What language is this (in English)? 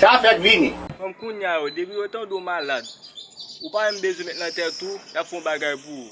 Haitian Creole